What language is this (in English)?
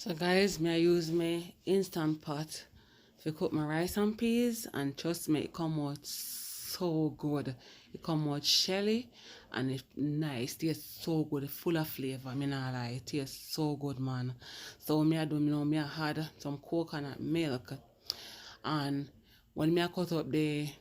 Jamaican Creole English